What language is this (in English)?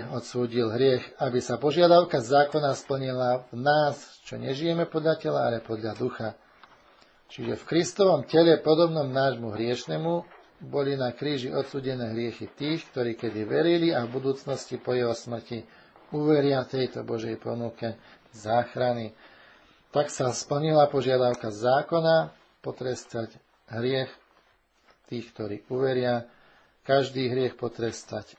Slovak